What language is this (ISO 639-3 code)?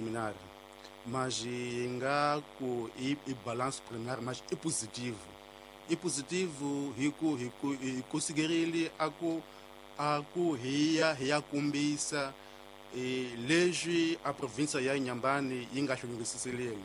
tso